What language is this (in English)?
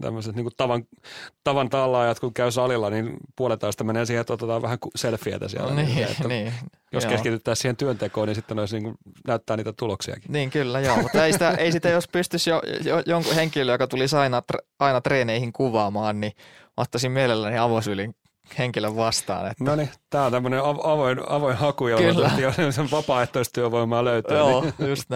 Finnish